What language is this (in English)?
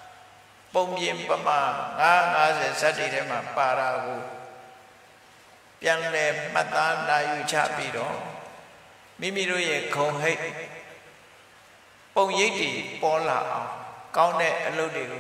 Burmese